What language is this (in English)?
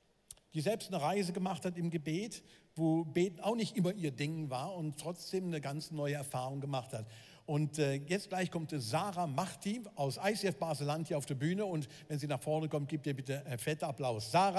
Swiss German